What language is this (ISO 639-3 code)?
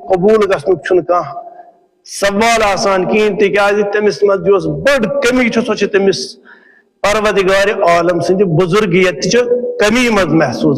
kas